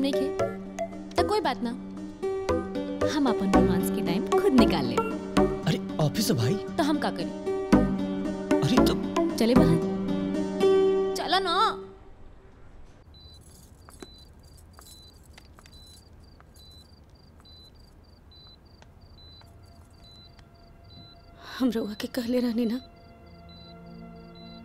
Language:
Bhojpuri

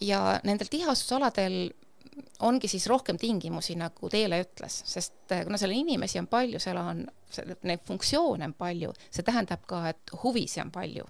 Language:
Estonian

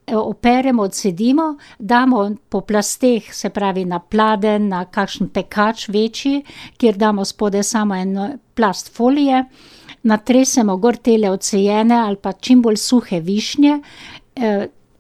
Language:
Slovenian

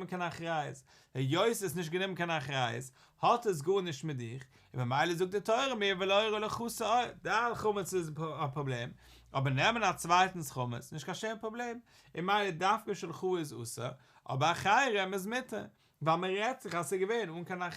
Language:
Yiddish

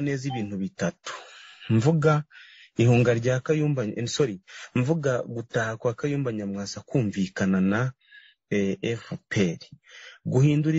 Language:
Kinyarwanda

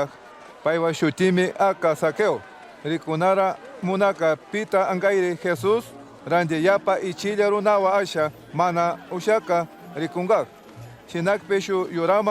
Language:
Chimborazo Highland Quichua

